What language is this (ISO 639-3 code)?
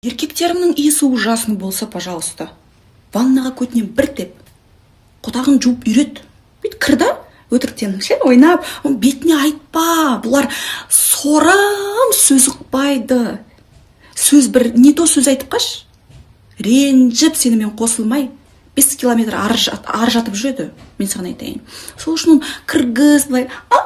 kaz